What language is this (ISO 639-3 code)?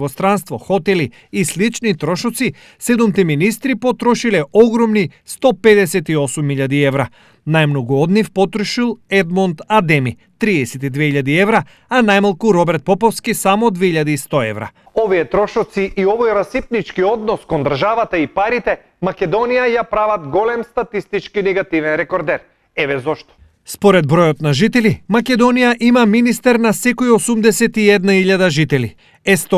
mkd